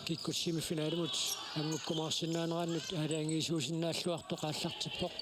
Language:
Kalaallisut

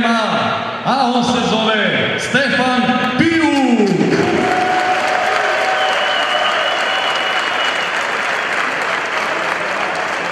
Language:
Serbian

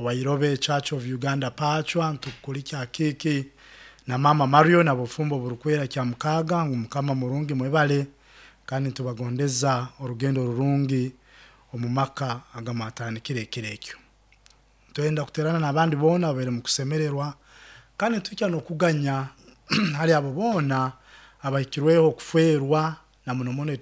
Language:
Nyoro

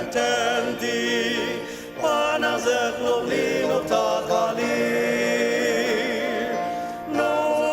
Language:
Ao Naga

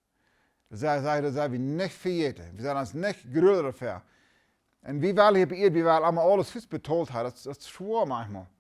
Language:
Plautdietsch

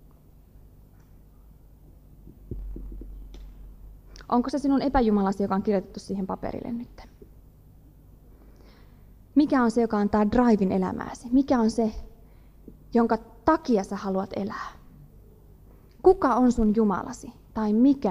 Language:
Finnish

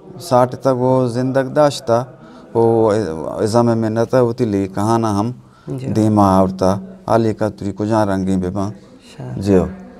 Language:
Eastern Balochi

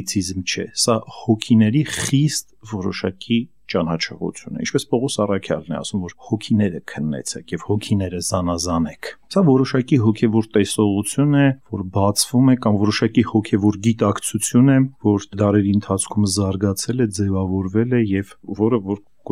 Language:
Armenian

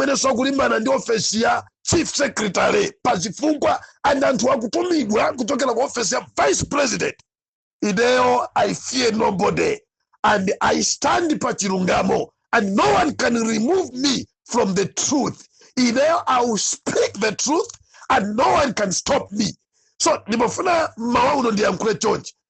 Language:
Nyanja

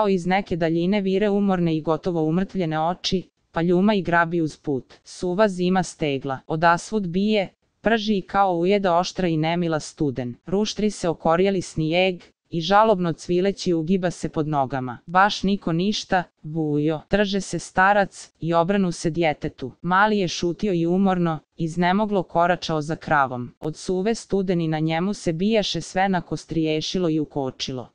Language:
Serbian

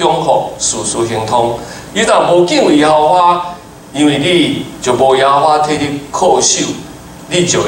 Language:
Min Nan Chinese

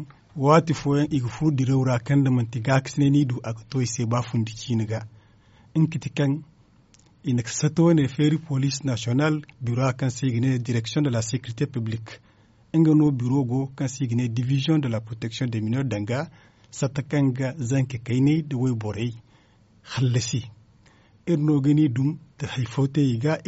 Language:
Zarma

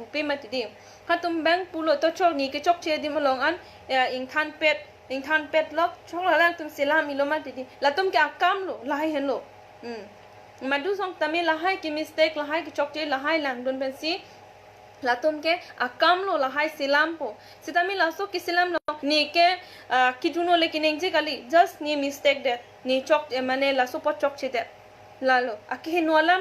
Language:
Karbi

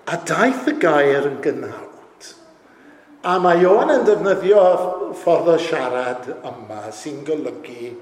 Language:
Welsh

